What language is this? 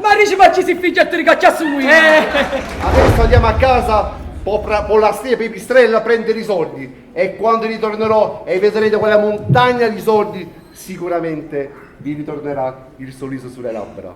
Neapolitan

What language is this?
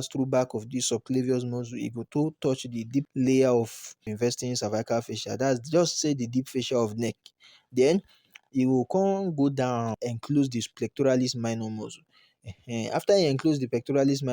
Nigerian Pidgin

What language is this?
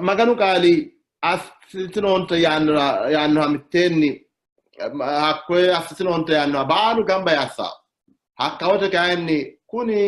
Sidamo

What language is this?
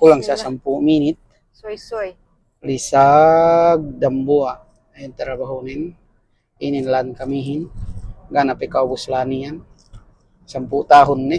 Yakan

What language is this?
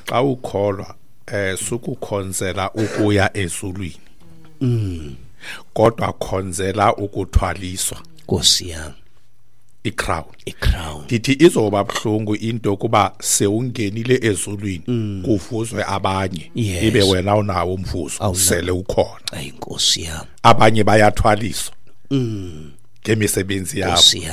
Xhosa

